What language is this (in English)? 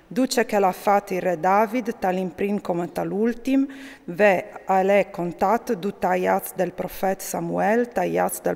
Friulian